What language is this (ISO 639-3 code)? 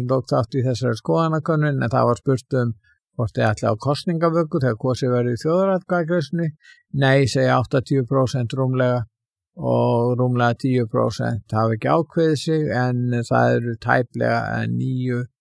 isl